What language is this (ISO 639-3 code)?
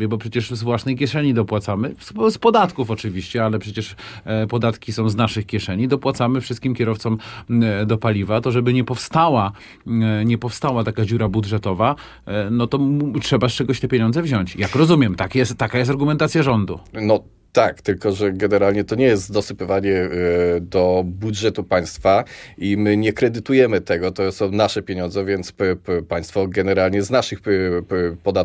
pol